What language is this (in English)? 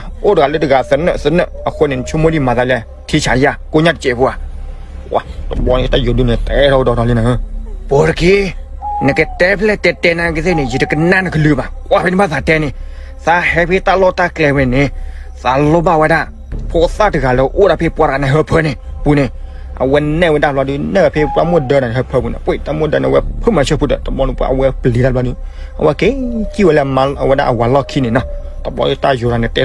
S'gaw Karen